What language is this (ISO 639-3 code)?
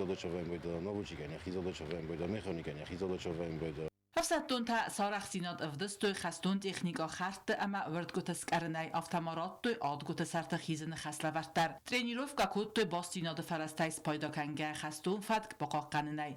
oss